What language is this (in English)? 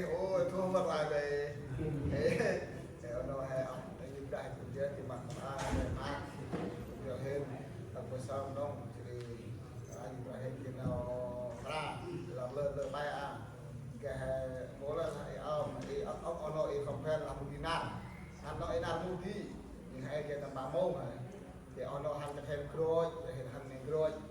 Central Mnong